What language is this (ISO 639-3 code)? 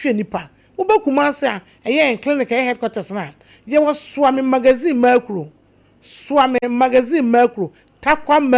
aka